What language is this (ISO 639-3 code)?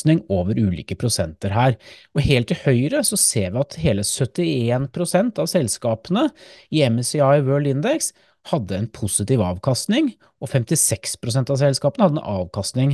nor